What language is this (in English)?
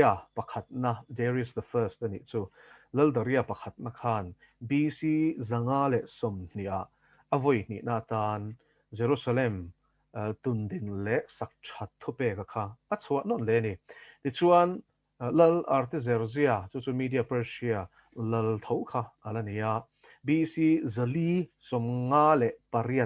Mizo